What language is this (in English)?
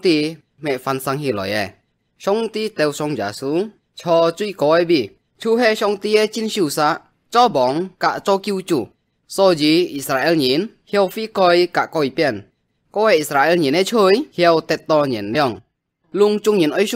Hakka Chinese